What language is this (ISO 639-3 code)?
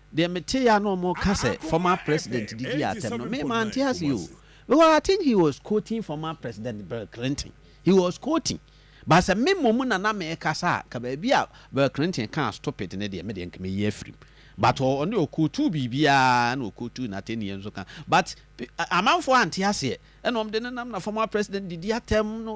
aka